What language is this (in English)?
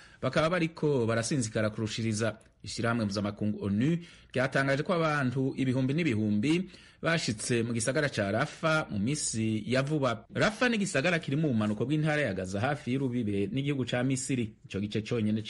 Rundi